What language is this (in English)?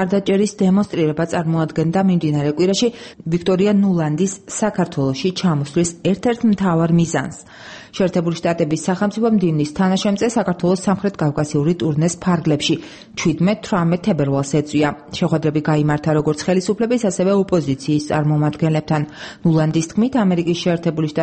Georgian